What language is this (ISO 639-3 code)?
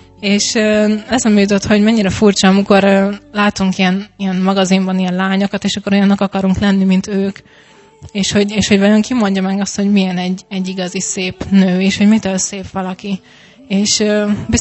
hun